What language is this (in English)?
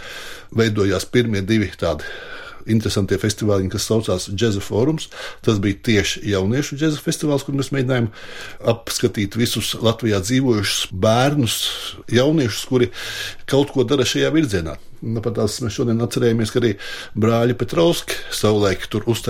Latvian